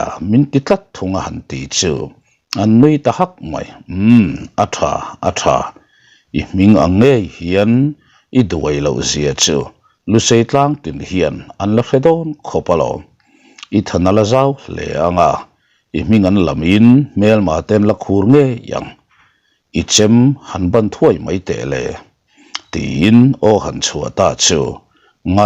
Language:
Mizo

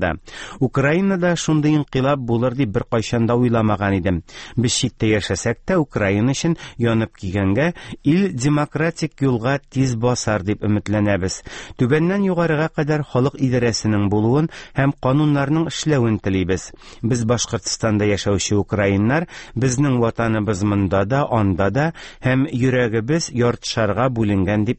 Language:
Tatar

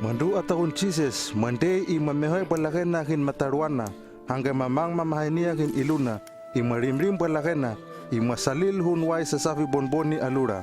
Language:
Hano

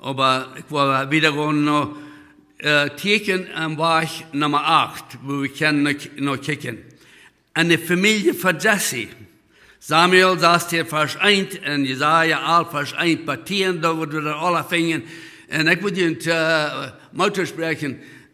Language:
Plautdietsch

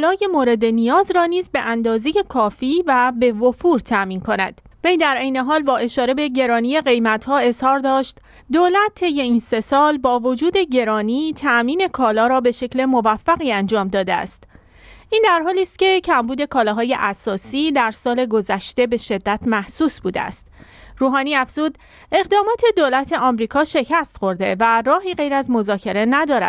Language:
Persian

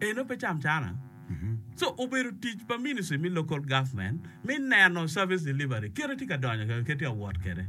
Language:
Acoli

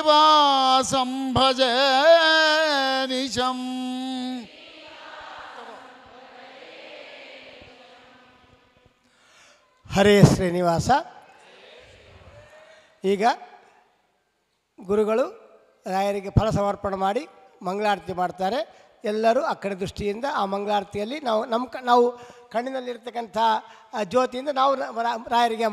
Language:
Kannada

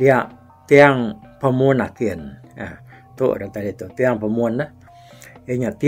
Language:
Iban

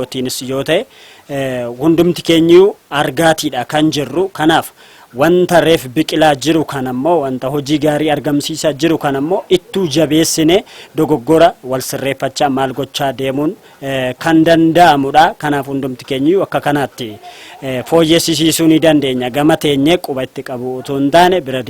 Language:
Oromo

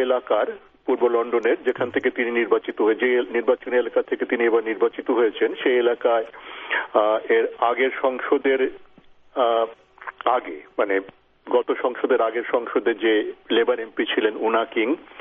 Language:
Bangla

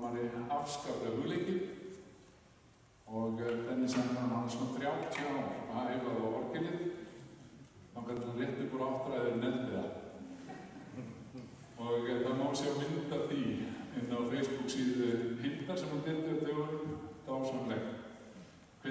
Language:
Icelandic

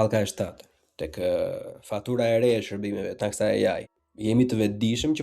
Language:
Albanian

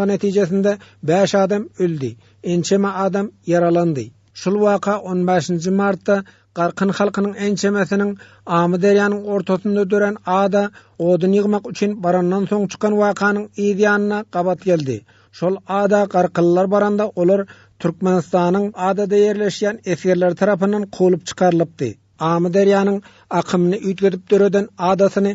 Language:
Turkmen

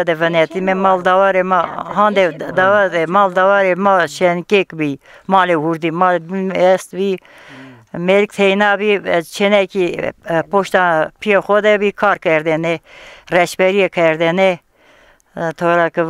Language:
Zaza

